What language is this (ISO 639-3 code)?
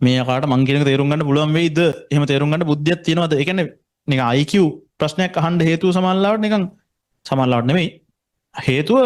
sin